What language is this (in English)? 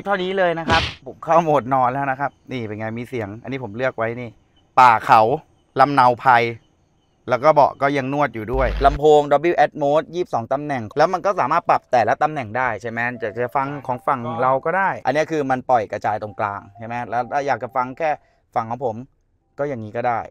Thai